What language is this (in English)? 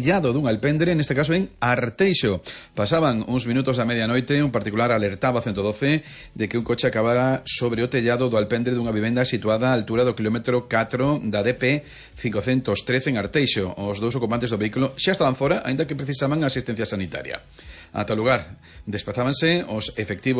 Galician